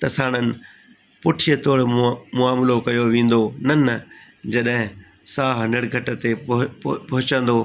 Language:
Sindhi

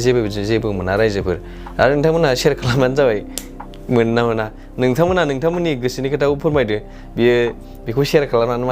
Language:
Bodo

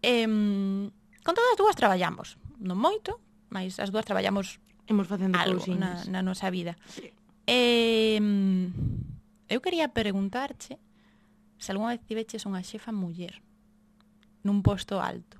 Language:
Galician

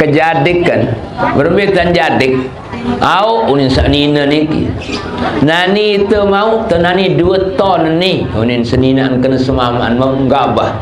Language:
Sasak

